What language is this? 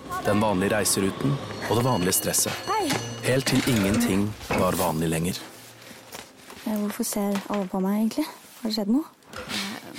Norwegian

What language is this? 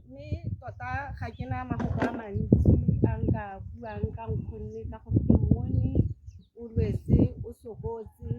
Tswana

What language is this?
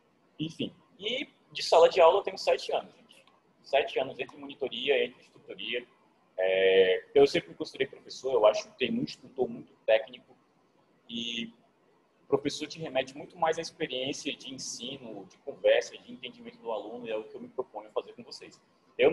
Portuguese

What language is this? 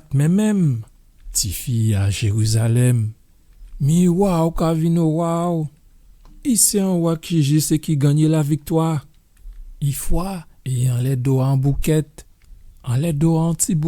Guadeloupean Creole French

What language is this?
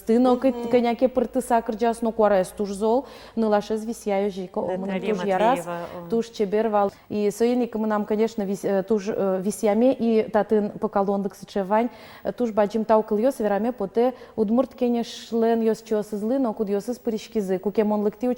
Udmurt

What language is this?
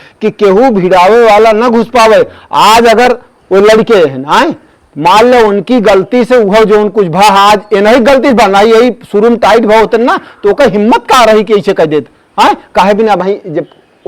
Awadhi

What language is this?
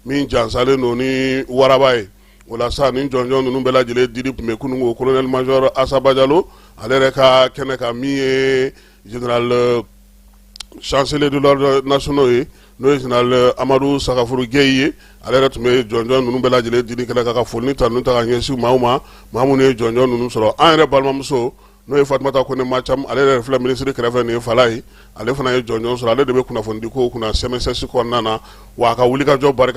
Bambara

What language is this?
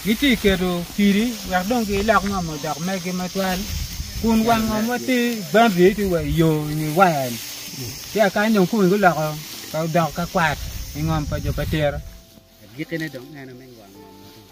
Acoli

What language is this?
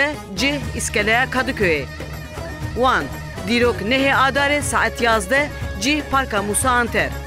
Kurdish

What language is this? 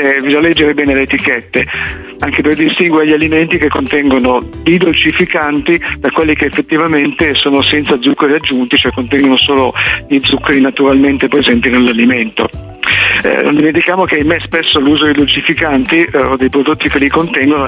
Italian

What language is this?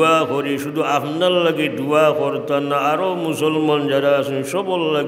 Sylheti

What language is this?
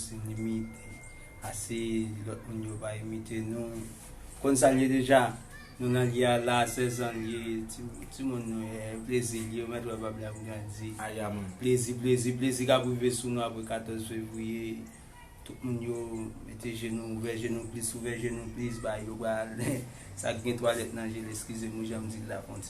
Haitian Creole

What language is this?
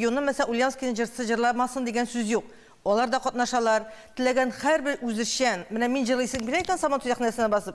Tatar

